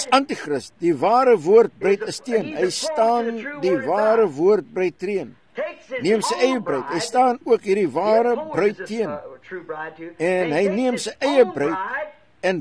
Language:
Afrikaans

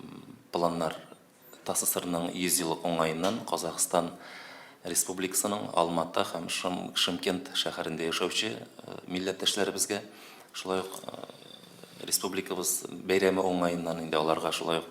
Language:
Tatar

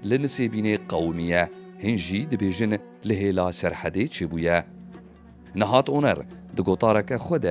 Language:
Kurdish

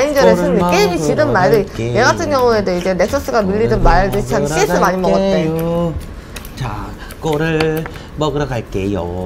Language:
Korean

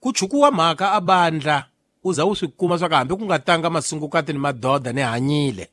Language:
Tsonga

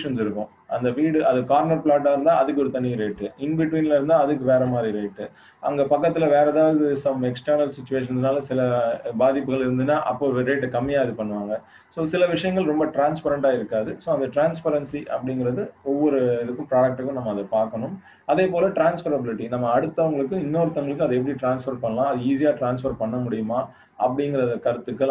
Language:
Tamil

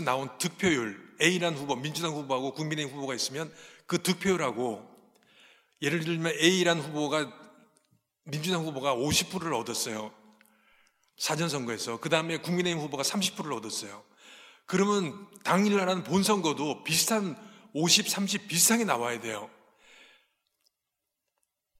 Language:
Korean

